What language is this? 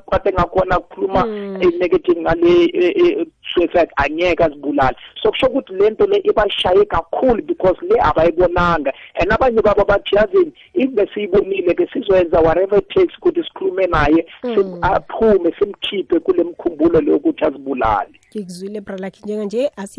South Ndebele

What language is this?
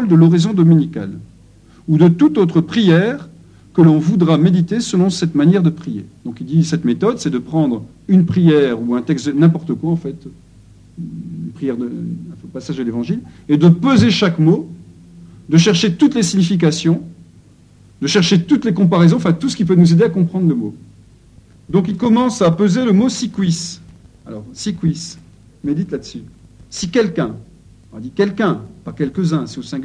French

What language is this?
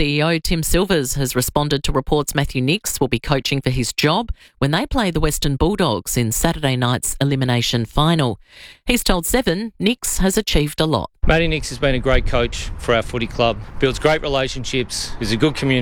English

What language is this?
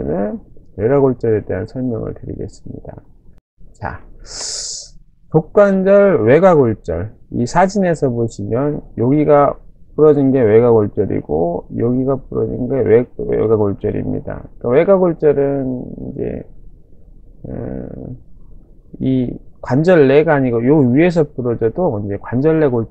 Korean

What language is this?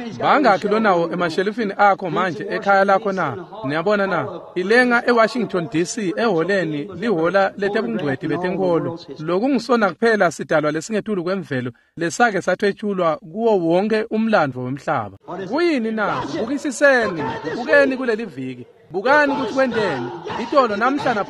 Swati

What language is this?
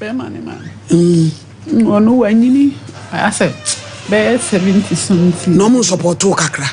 Akan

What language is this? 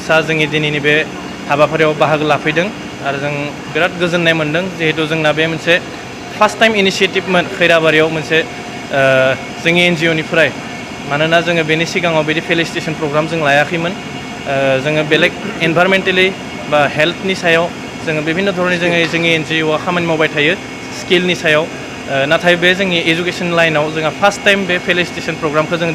Bodo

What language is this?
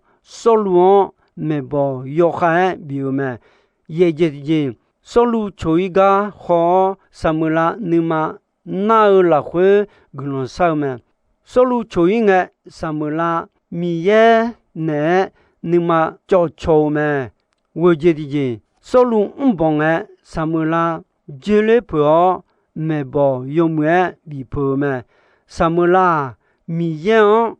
Akha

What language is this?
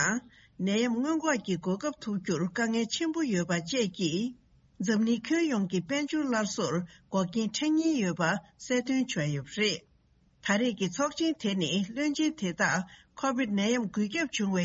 Tibetan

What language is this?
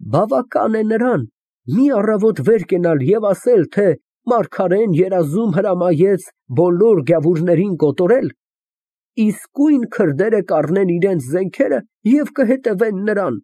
Armenian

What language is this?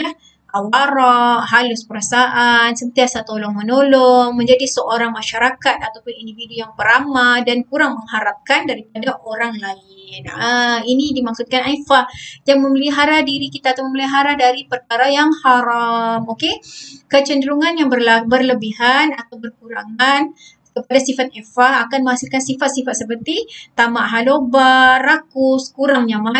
Malay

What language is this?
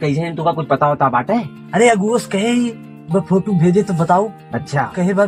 Awadhi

